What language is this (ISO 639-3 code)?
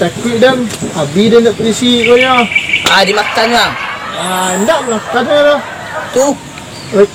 min